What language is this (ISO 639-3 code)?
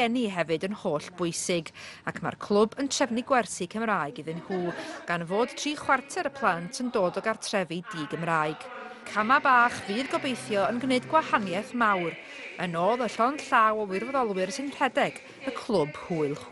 cym